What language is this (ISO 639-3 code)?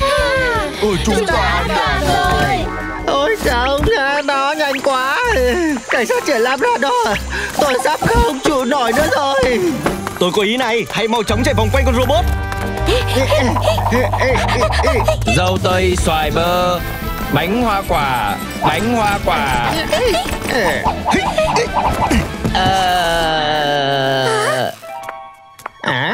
vie